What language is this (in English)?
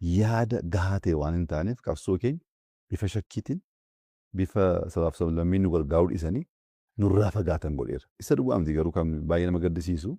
Oromo